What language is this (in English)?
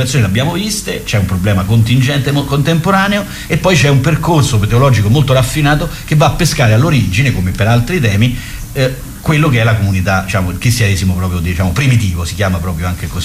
Italian